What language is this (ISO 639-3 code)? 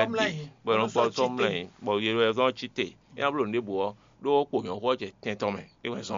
fon